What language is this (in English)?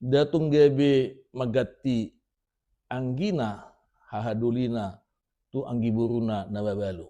Batak Toba